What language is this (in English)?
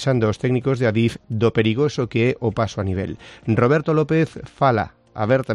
Galician